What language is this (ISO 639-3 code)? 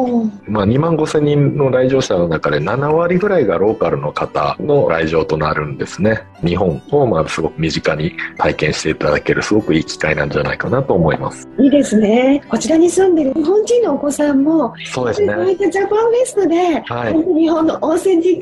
jpn